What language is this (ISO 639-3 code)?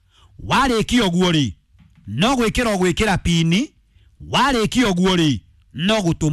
kik